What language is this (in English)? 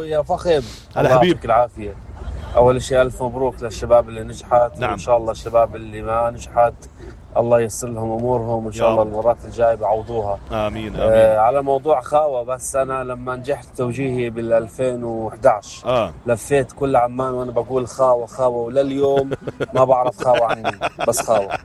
North Levantine Arabic